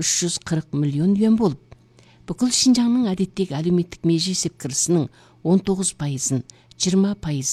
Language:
Kazakh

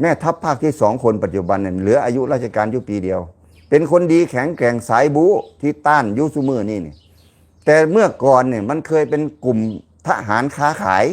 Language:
Lao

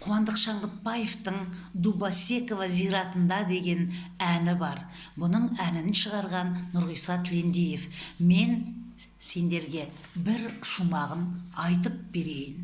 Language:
Kazakh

